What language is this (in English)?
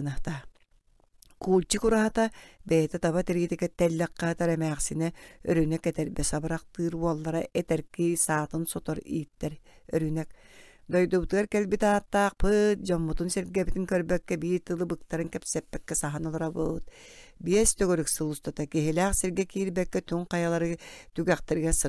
Yakut